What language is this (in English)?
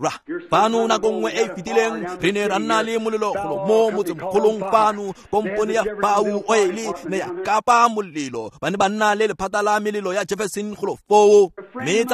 Tswana